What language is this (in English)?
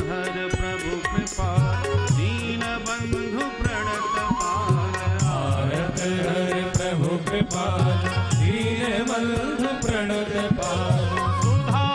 Hindi